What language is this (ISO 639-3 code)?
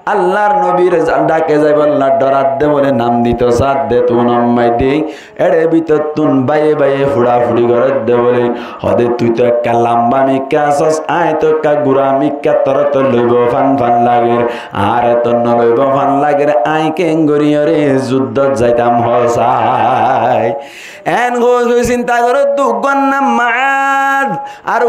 rhg